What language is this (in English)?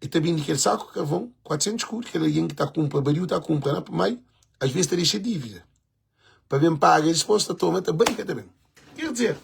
Kabuverdianu